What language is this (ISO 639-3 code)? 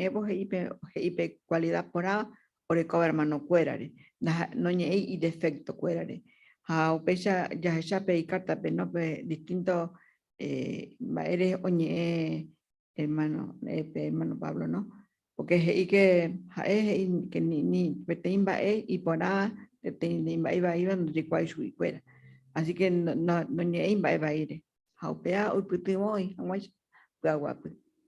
grn